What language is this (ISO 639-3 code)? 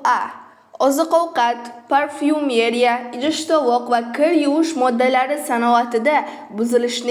uzb